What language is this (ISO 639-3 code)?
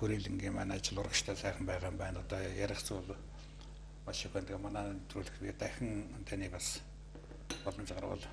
mon